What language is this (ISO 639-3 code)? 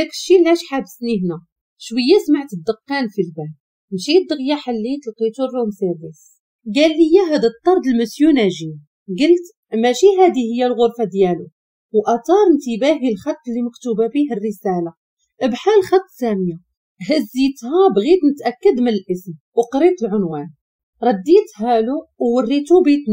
ary